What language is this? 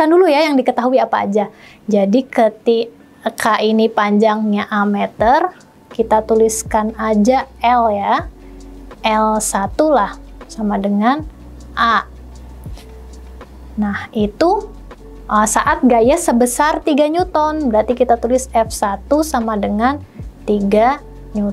Indonesian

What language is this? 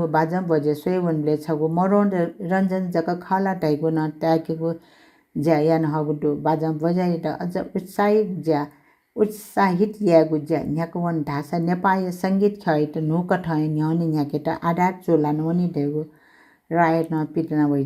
Newari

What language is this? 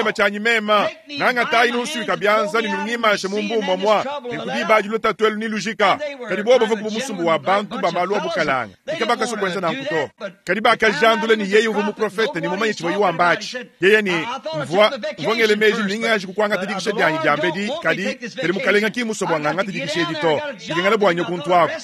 Luba-Lulua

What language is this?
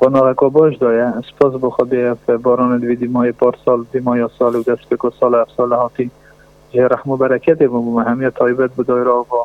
Kurdish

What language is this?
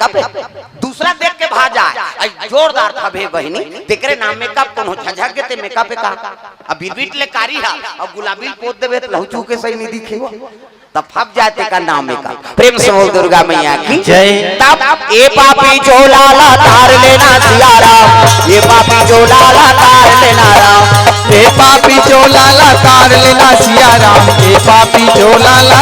Chhattisgarhi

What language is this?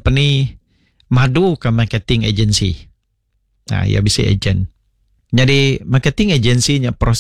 Iban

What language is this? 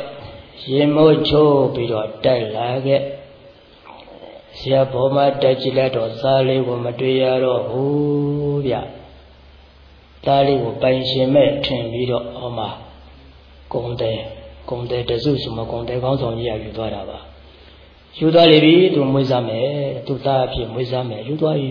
Burmese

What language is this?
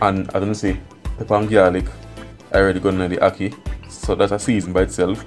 Jamaican Creole English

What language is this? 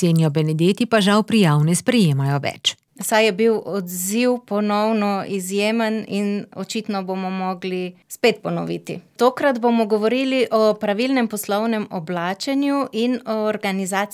Slovenian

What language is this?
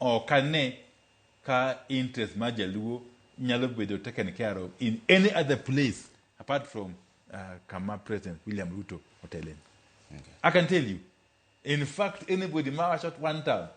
Luo (Kenya and Tanzania)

